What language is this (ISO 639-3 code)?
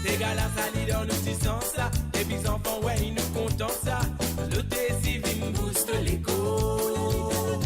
mfe